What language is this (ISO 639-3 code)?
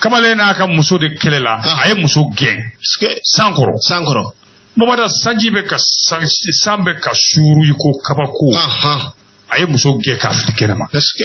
bam